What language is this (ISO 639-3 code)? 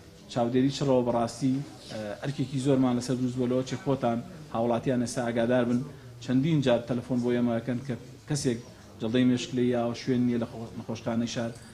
ckb